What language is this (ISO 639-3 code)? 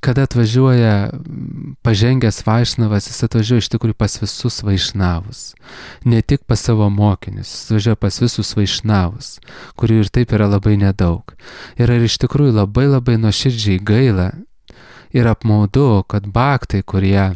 lit